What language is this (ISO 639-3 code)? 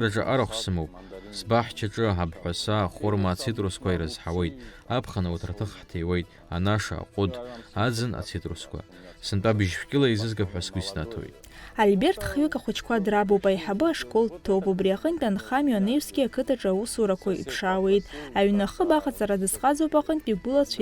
abk